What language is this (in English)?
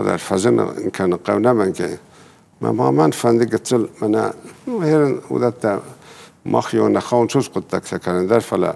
Ossetic